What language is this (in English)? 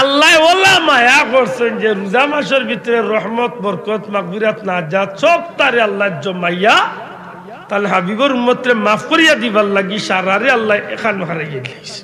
Sylheti